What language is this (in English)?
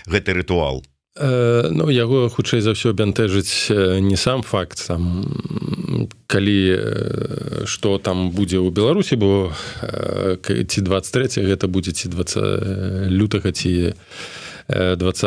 Belarusian